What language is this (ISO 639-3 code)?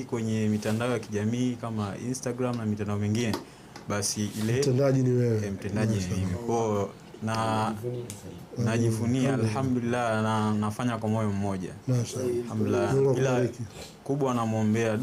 swa